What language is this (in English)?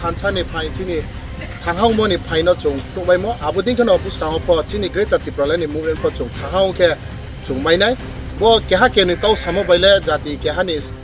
Riang (India)